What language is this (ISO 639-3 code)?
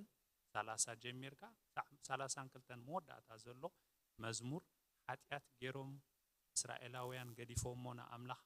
tir